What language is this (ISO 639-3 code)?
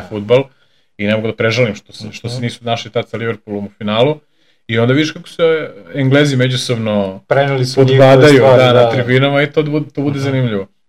srp